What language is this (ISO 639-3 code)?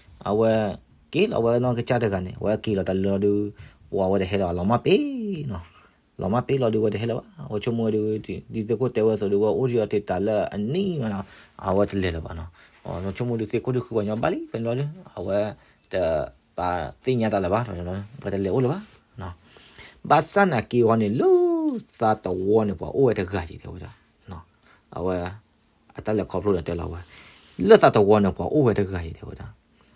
ksw